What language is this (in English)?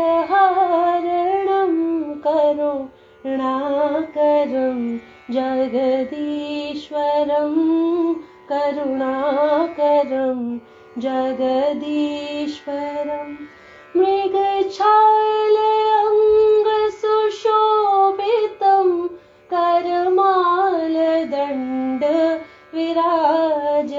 Sanskrit